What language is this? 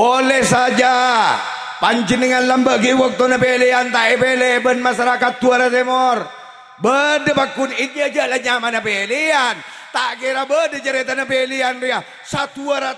Madurese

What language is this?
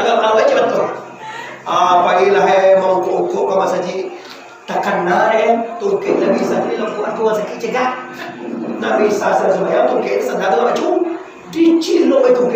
Minangkabau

